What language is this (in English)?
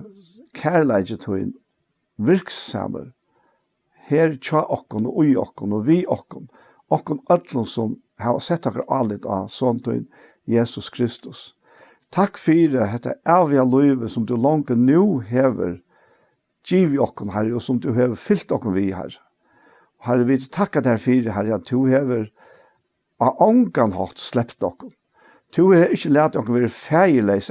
Faroese